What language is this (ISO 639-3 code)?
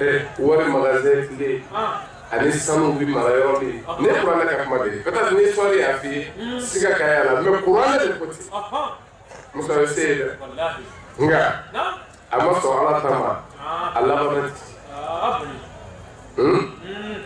bam